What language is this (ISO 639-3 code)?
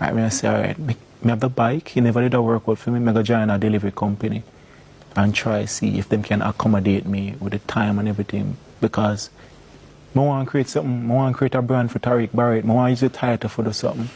jam